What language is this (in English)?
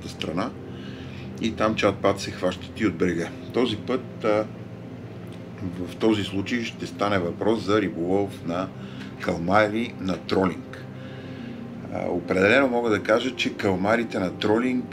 Bulgarian